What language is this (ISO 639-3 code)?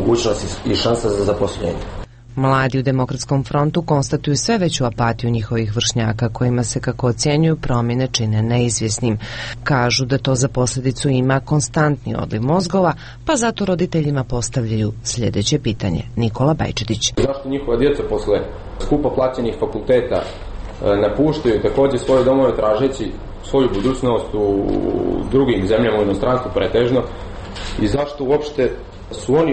srp